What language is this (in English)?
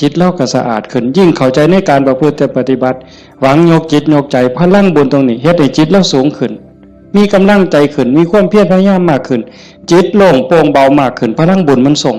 Northeastern Thai